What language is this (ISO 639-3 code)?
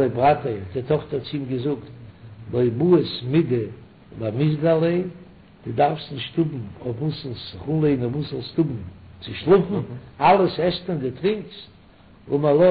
yid